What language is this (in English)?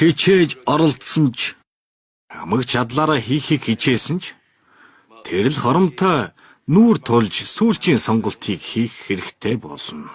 Mongolian